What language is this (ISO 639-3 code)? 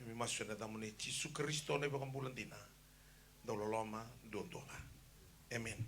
fij